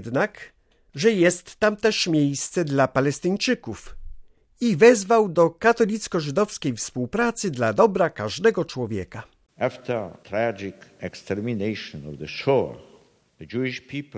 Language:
Polish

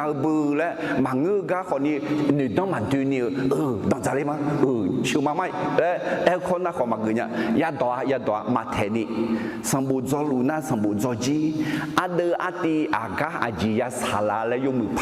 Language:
Akha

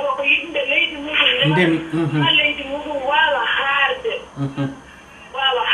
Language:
Fula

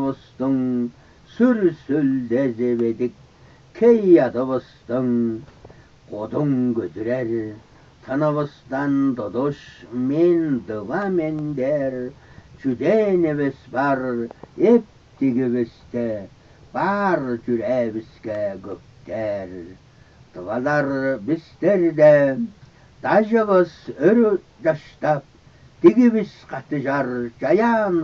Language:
Tuvinian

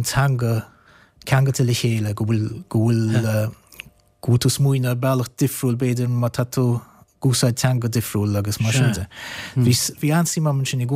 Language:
Irish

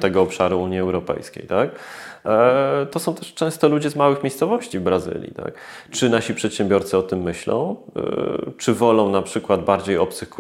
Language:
Polish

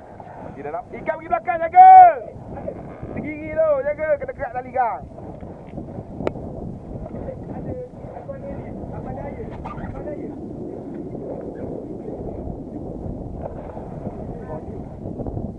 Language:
Malay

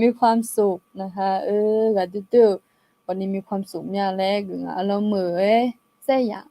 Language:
Akha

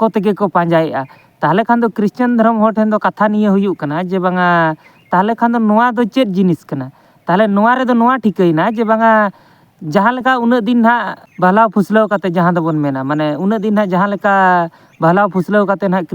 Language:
Santali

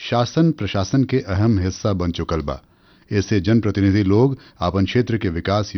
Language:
Bhojpuri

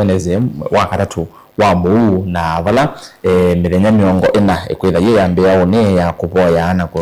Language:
Kamba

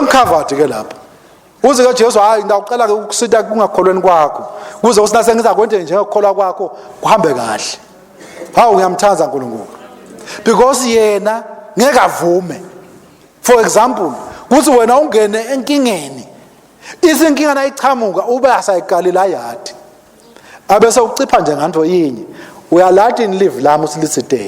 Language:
Swati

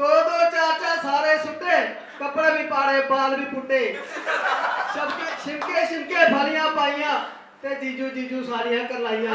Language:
Dogri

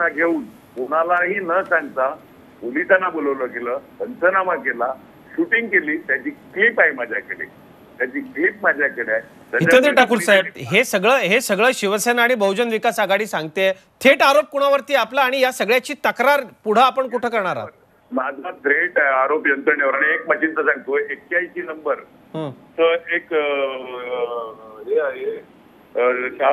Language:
Marathi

